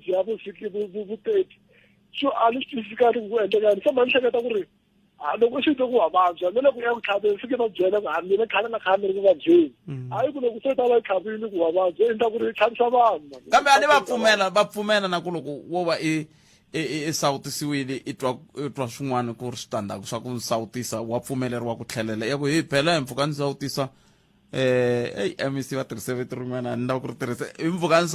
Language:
Tsonga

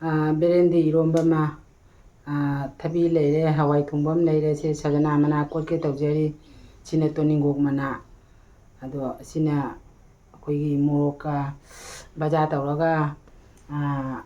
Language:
Manipuri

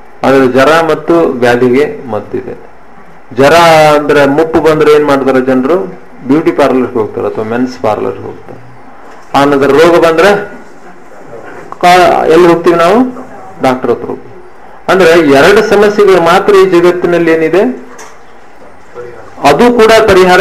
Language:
Kannada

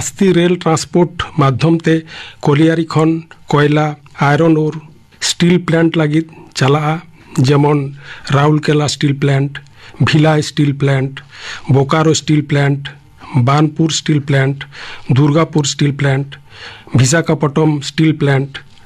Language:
Santali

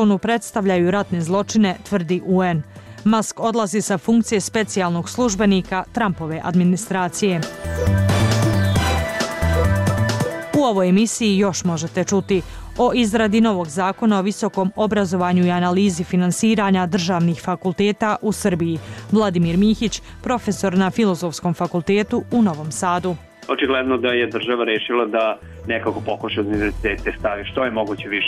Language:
Serbian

